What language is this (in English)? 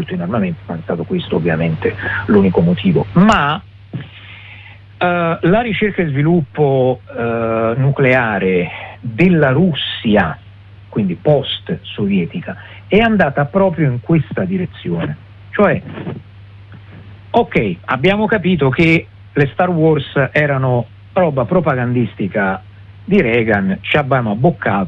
Italian